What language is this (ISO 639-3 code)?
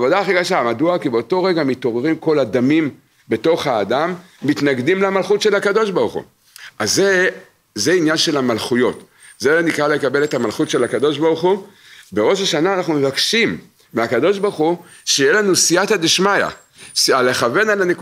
heb